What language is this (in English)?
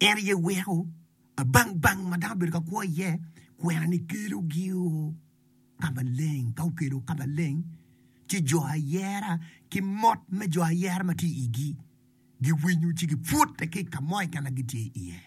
Acoli